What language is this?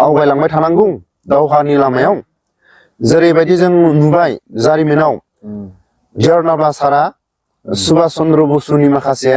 Bodo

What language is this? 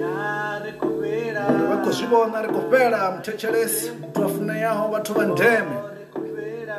Venda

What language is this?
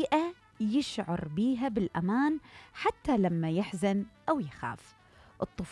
Mesopotamian Arabic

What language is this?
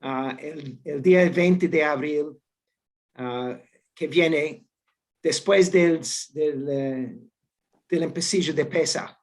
Ladino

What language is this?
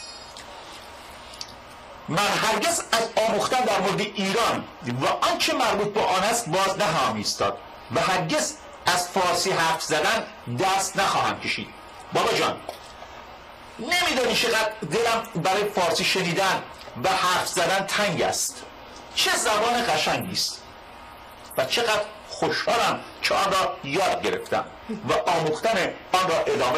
Persian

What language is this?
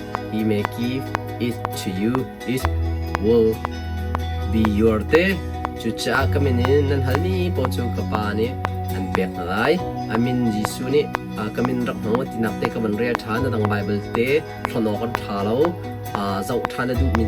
Hakha Chin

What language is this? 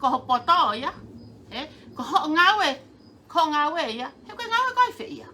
Tongan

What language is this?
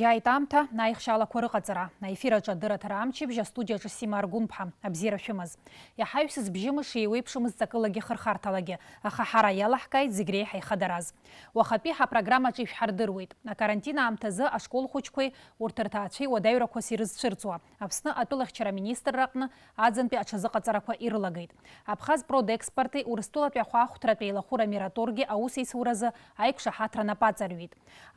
Abkhazian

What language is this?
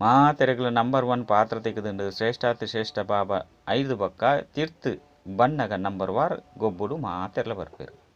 Tulu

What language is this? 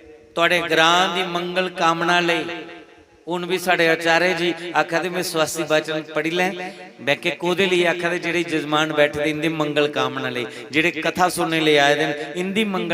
Dogri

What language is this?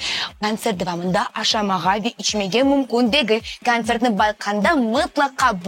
Crimean Tatar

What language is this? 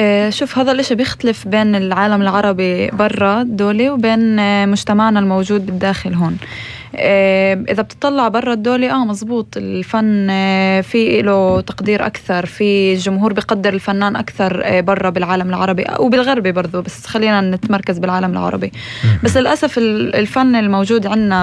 North Levantine Arabic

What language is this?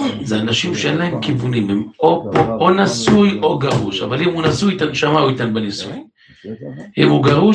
Hebrew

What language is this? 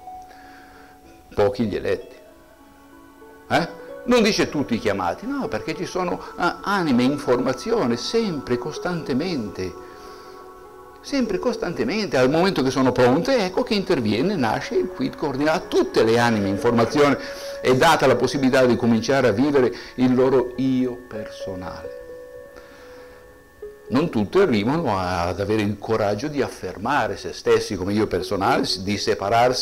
Italian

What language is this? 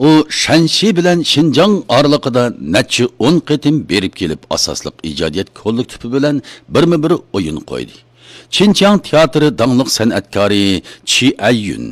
Uyghur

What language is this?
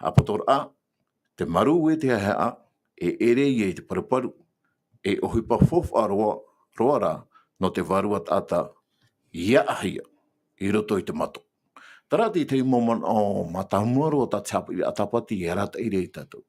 Tahitian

